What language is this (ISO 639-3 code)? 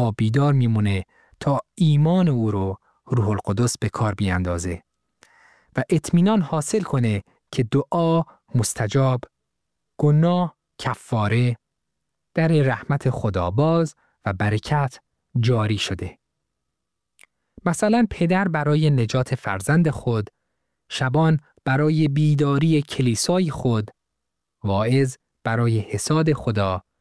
fas